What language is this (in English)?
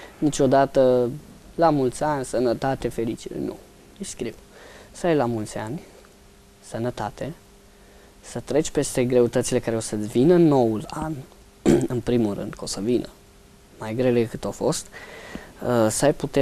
Romanian